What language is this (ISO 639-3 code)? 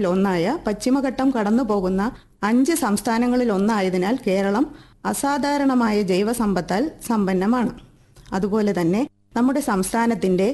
mal